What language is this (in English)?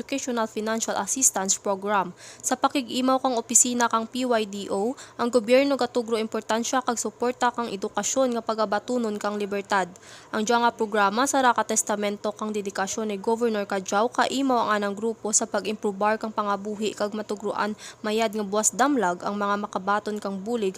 Kinaray-a